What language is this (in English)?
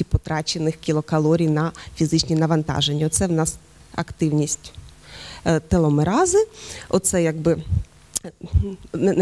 Ukrainian